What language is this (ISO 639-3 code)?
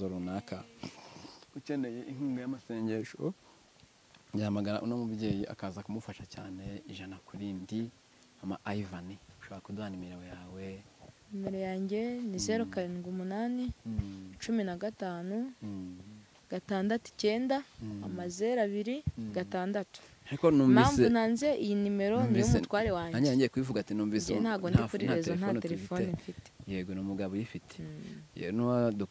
kin